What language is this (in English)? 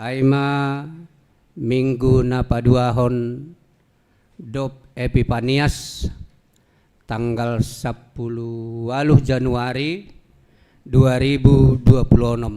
Batak Simalungun